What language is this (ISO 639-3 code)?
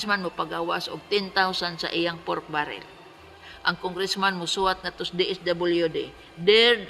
ceb